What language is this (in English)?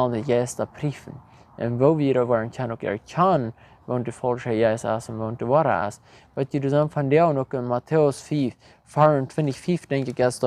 Plautdietsch